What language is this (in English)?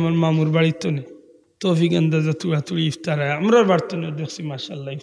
Sylheti